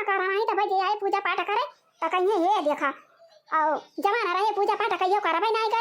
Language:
Awadhi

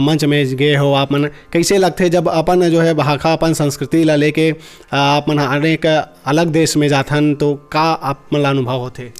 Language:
Chhattisgarhi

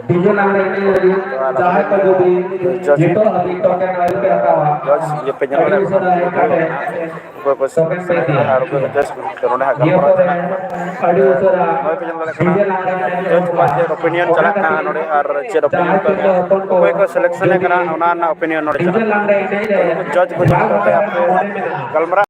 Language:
Santali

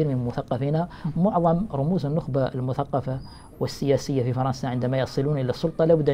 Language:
Arabic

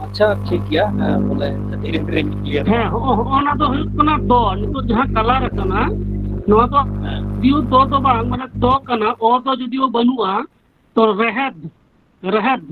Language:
Santali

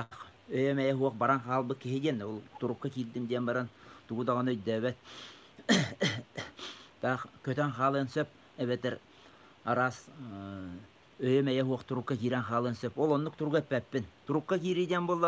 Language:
Yakut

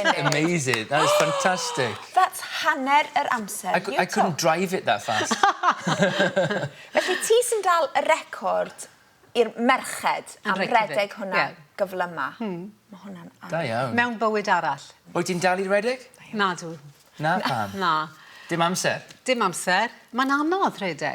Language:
Welsh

